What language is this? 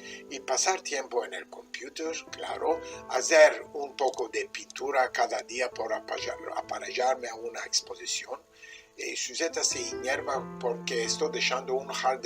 Ladino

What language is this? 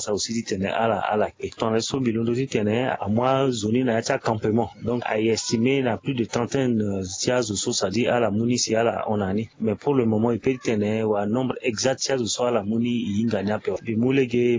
Sango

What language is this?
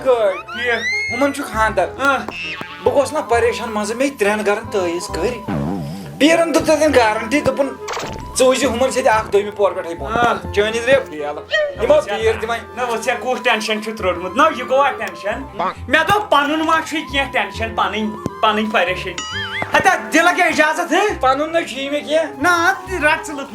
Kashmiri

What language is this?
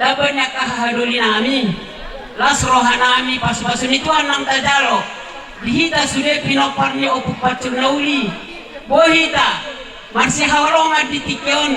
Batak Toba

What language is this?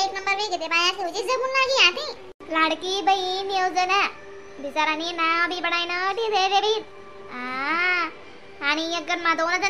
Khandesi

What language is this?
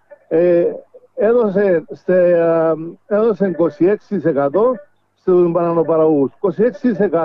Greek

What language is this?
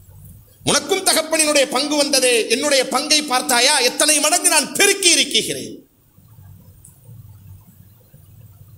Tamil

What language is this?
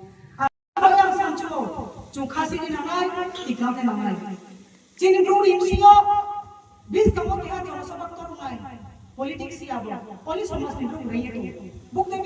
Kok Borok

